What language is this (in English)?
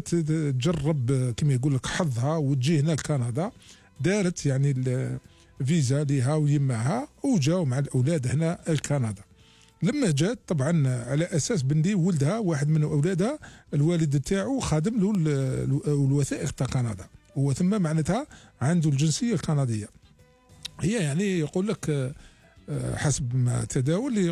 Algerian Arabic